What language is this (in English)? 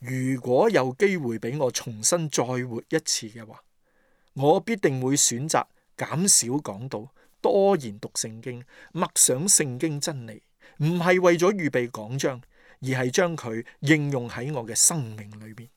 Cantonese